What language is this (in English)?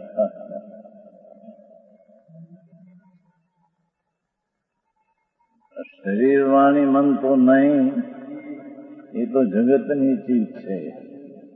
Gujarati